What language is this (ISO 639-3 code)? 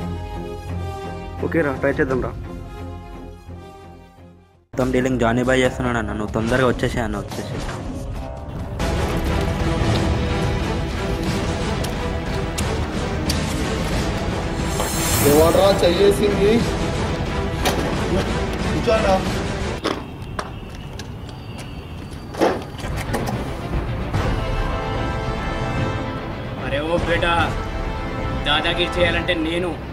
tel